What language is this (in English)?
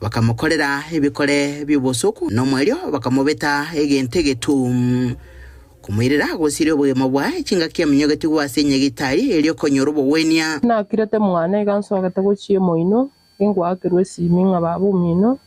Gusii